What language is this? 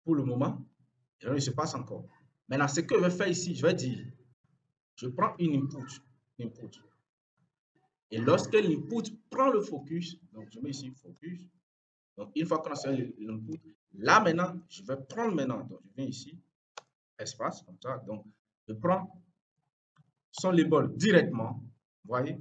French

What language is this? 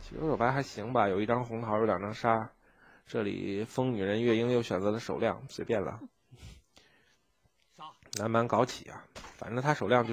Chinese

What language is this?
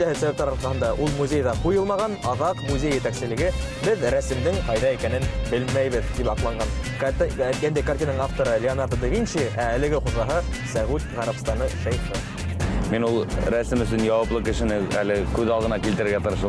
Bashkir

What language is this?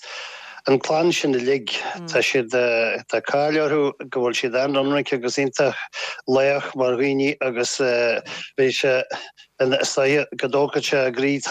Irish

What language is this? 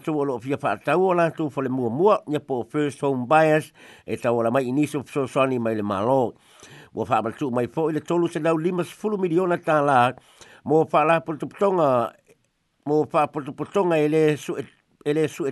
Samoan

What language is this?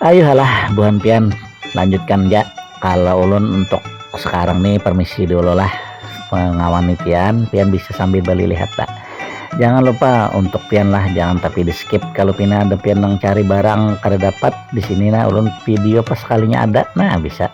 Banjar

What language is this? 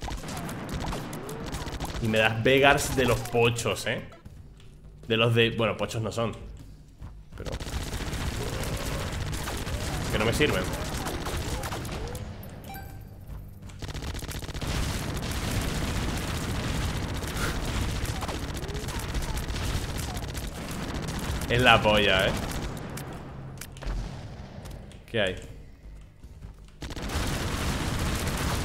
Spanish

